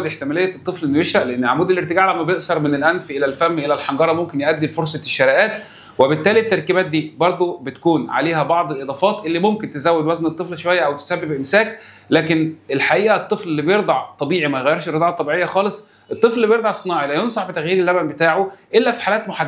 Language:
Egyptian Arabic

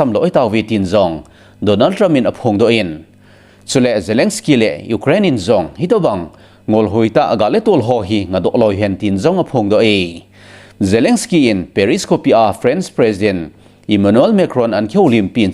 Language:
Thado Chin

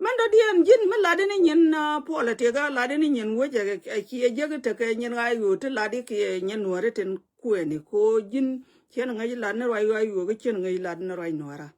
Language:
Nuer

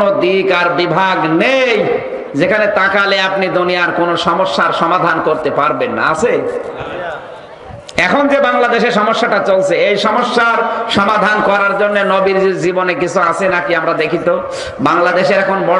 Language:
Bangla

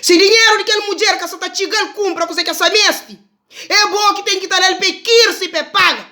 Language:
Kabuverdianu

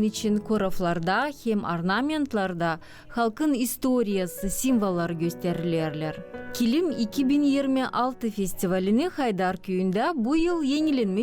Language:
Gagauz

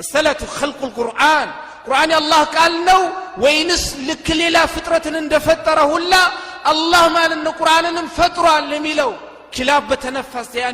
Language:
Amharic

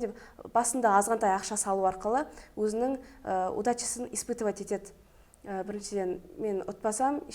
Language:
Kazakh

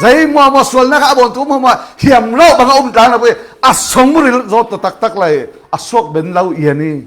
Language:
Falam Chin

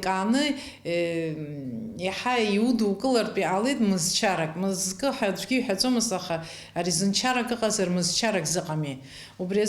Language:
Abkhazian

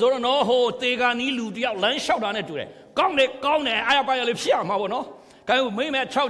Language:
Burmese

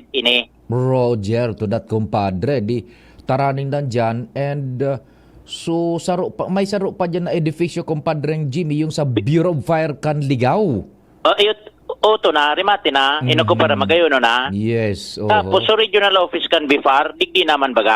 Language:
Bikol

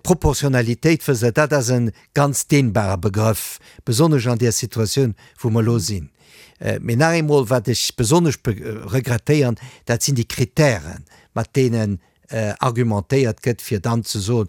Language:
Luxembourgish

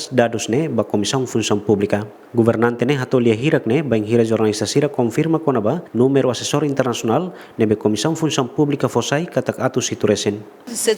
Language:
Tetum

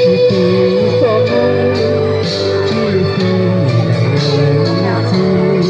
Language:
Hmong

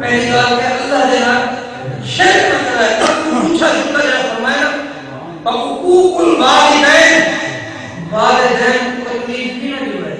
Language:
Saraiki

